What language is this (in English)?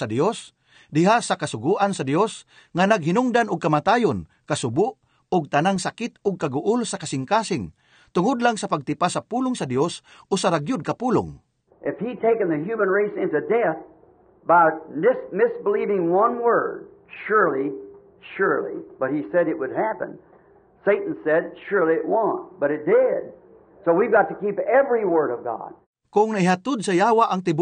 Cebuano